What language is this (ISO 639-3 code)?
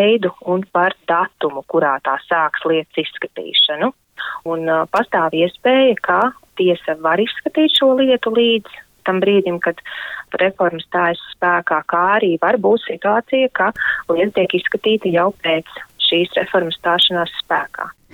lav